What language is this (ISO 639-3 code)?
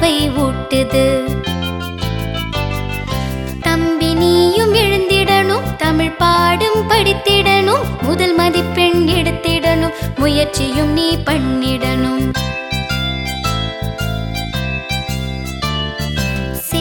tam